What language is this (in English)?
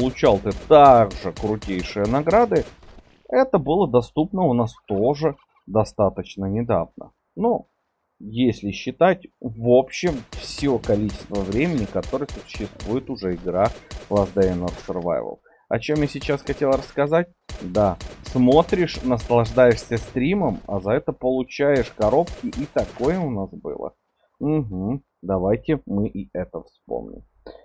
Russian